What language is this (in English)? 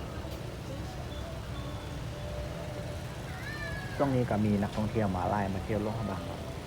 Lao